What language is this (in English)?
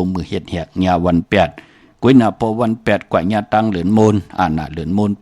Shan